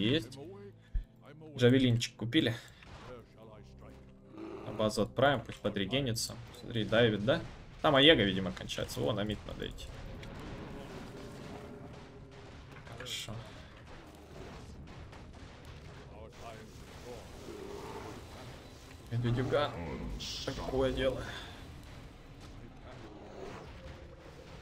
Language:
Russian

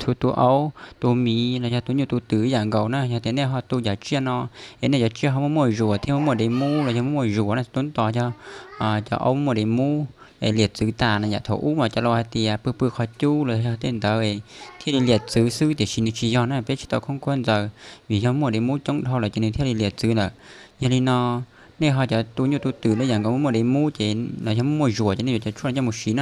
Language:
Hmong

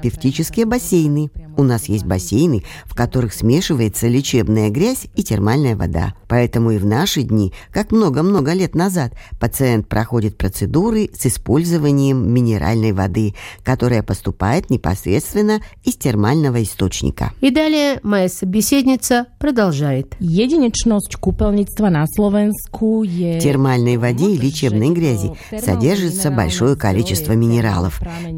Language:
Russian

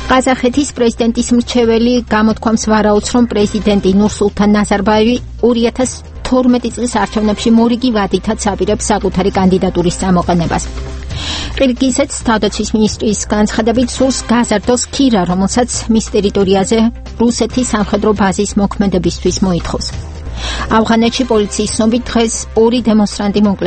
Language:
Georgian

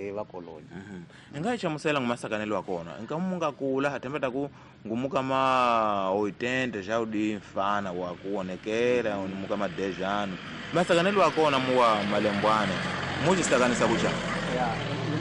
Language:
Tsonga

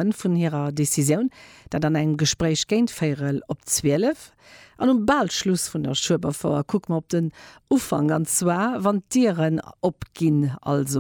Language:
Luxembourgish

